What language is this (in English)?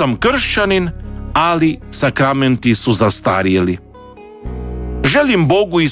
Croatian